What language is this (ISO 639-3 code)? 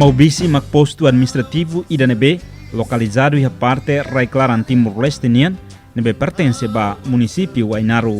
tet